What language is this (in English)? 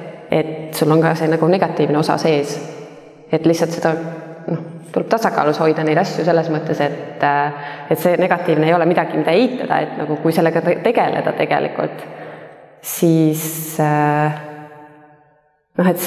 Estonian